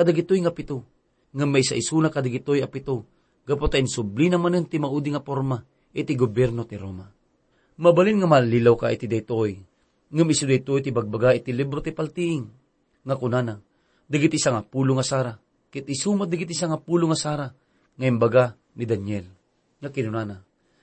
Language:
Iloko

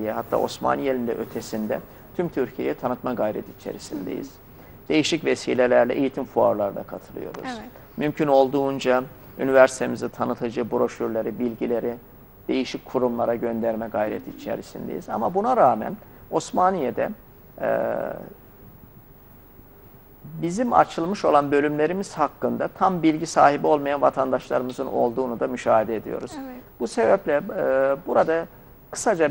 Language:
Turkish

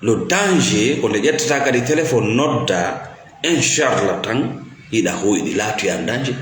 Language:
Fula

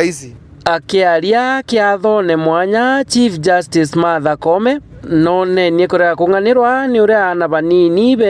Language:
Meru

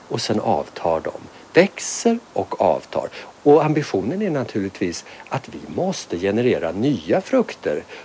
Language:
Swedish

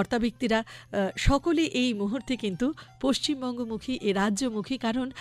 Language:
Bangla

